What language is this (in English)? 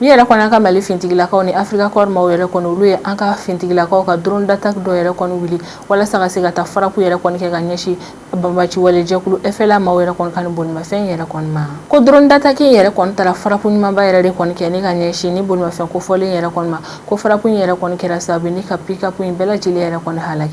Bambara